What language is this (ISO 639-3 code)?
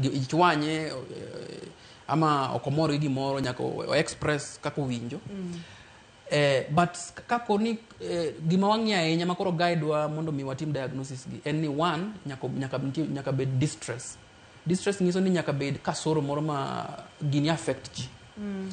luo